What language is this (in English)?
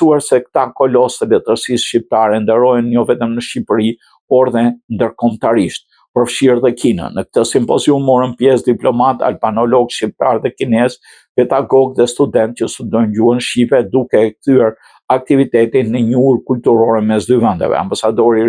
Albanian